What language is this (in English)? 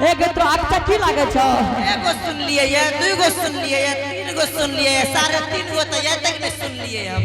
Angika